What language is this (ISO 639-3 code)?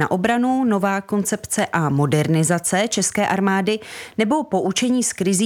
ces